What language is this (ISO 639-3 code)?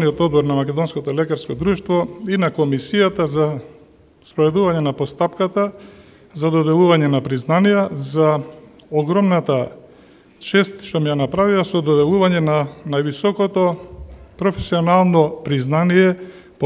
mkd